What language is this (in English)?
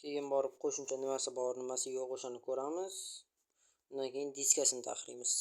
Uzbek